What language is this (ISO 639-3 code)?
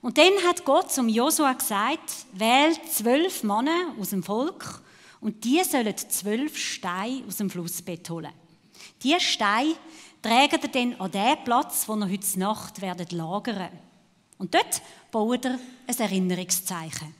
gsw